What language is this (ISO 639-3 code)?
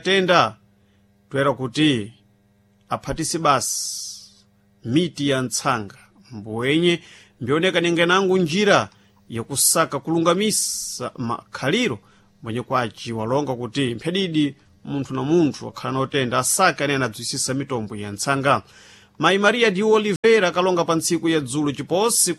seh